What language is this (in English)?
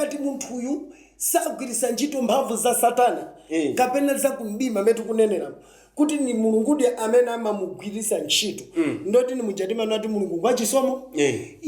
Nyanja